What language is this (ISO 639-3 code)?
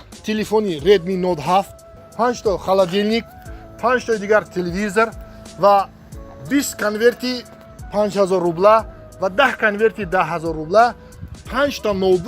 tgk